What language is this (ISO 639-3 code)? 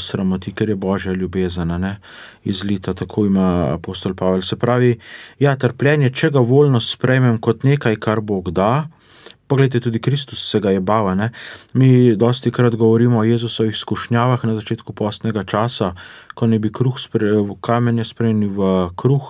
slv